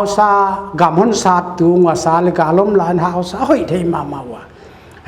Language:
Paite Chin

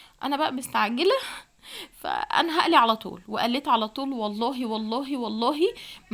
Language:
Egyptian Arabic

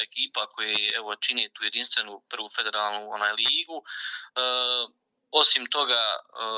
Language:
Bosnian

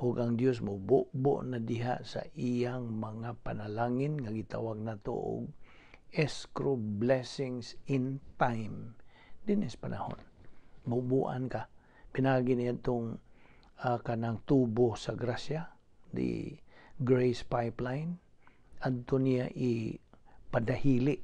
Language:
Cebuano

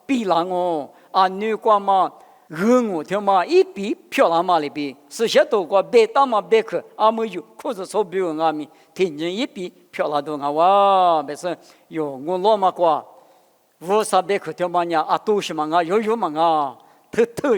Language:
Lisu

